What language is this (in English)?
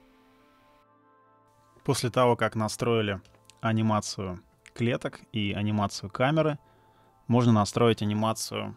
Russian